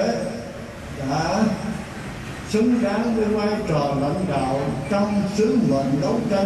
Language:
Vietnamese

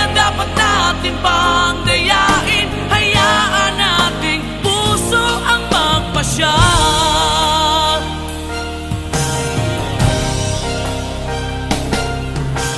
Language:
Filipino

